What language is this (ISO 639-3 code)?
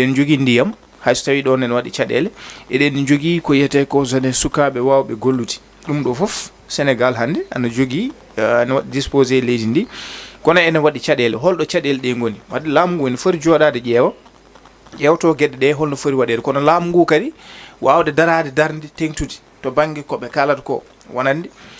ful